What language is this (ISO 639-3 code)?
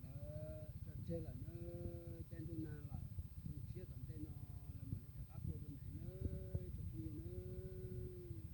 hmn